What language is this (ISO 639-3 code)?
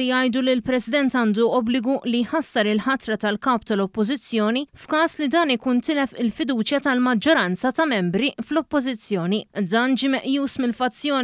mlt